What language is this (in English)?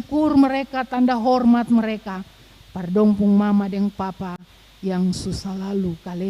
Ambonese Malay